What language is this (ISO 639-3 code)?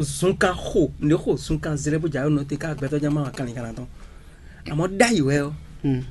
fon